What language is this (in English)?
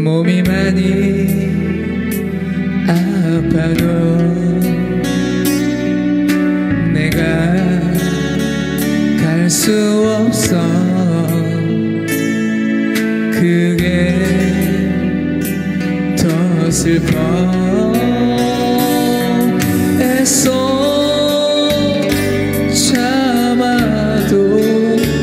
Korean